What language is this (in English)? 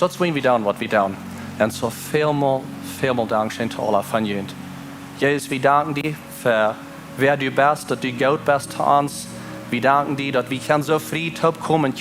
Plautdietsch